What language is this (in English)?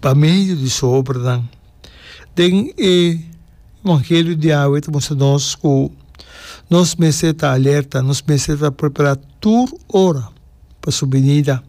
Papiamento